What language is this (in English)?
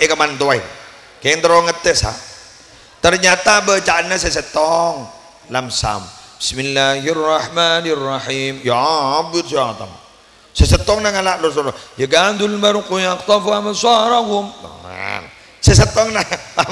Madurese